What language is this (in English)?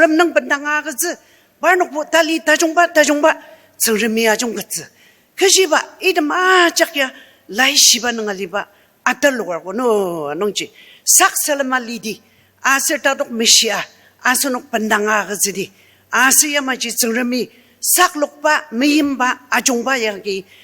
Ao Naga